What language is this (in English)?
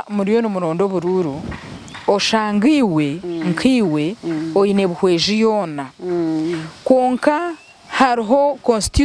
Nyankole